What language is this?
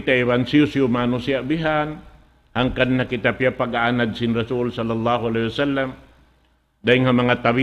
Tausug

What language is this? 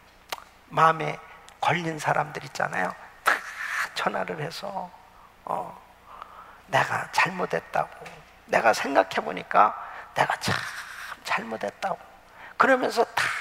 Korean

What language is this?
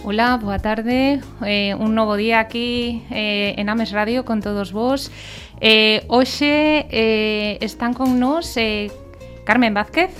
Galician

